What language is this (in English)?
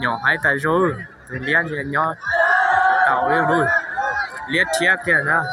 Hmong